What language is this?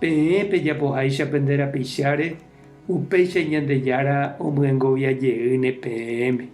Guarani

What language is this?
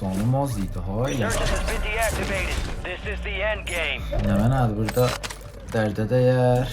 South Azerbaijani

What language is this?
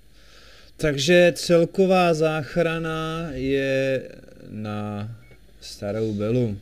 Czech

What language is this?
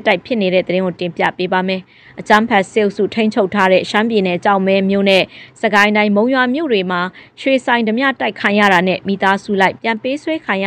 Burmese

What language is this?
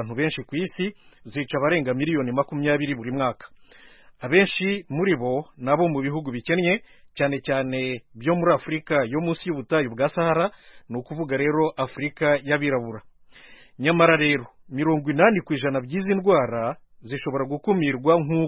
Kinyarwanda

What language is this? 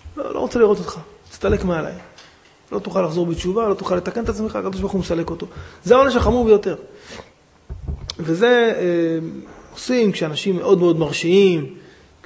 Hebrew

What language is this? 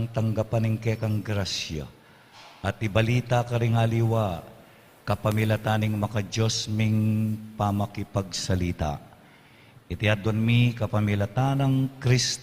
Pampanga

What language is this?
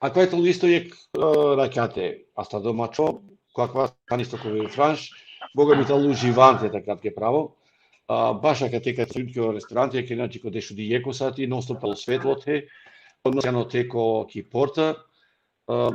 Balkan Romani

